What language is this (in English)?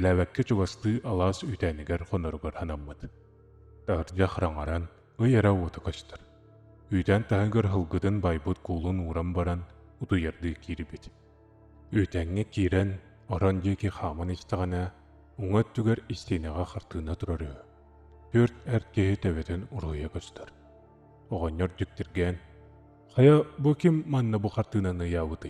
Yakut